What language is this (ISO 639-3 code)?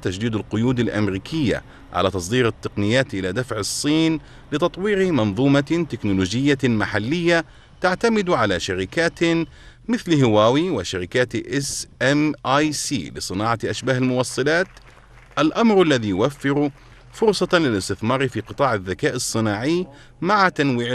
ara